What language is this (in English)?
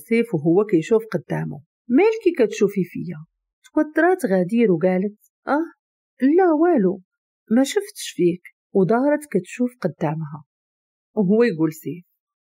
Moroccan Arabic